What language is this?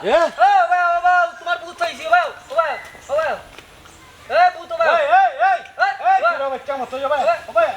Sylheti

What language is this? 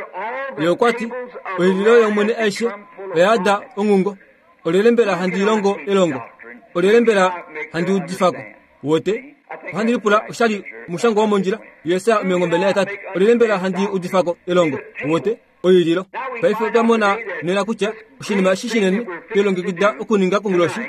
Kuanyama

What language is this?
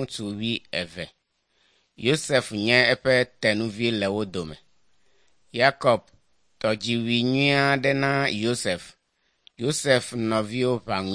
Ewe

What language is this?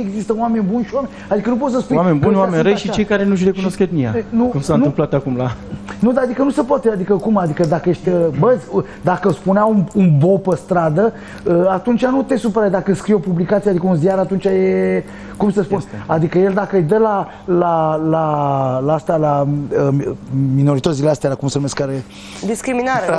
Romanian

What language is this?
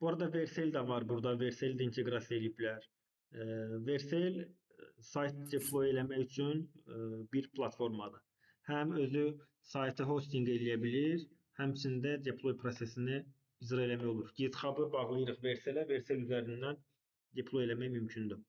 Azerbaijani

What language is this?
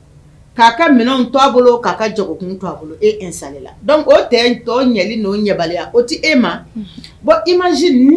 Bambara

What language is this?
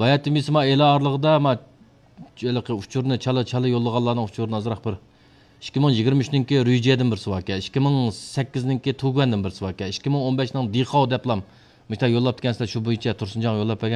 Uyghur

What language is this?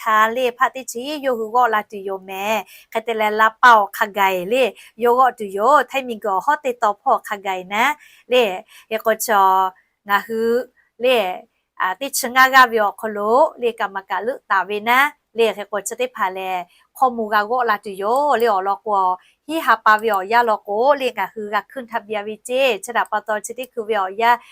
Lahu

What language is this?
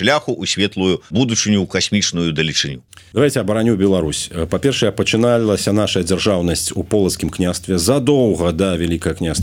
Belarusian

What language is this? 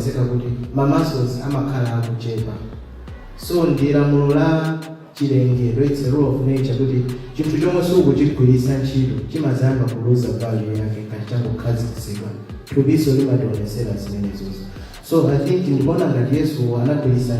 Nyanja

